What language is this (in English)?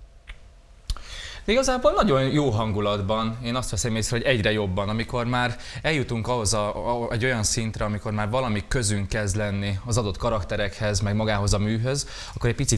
Hungarian